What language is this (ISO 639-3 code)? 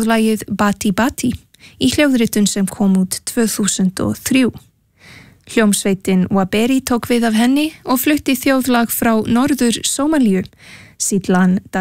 isl